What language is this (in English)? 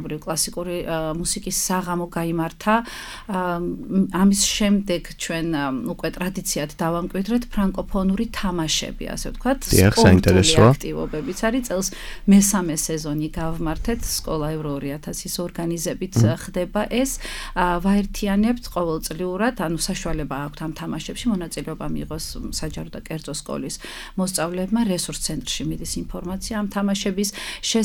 Georgian